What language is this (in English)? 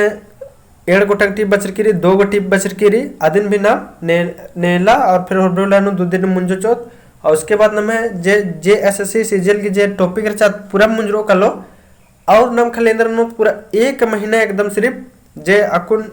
Kurukh